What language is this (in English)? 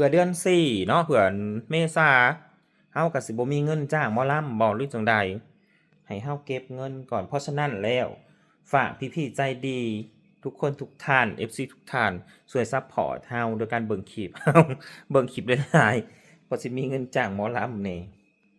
Northeastern Thai